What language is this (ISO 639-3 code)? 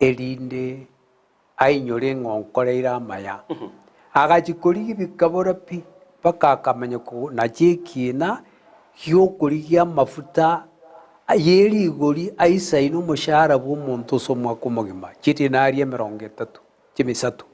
guz